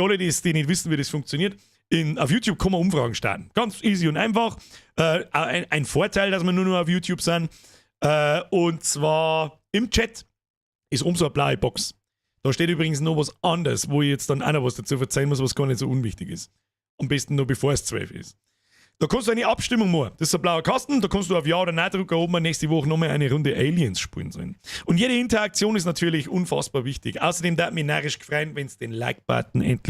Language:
Bavarian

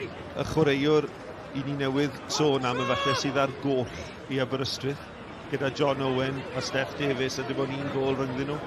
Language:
Welsh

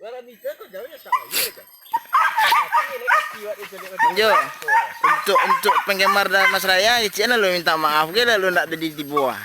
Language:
Minangkabau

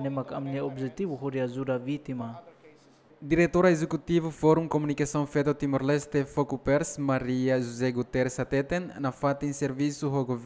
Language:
Tetum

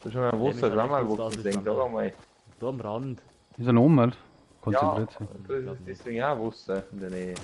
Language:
Bavarian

